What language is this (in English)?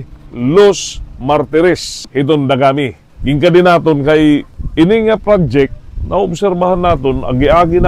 Waray